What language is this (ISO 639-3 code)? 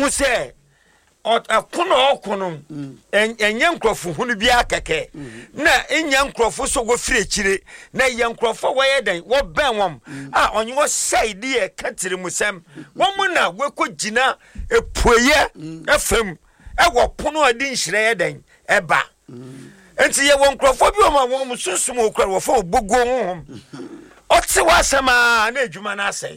aka